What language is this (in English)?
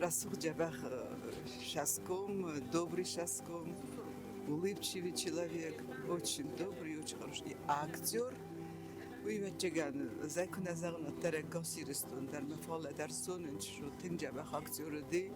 Ossetic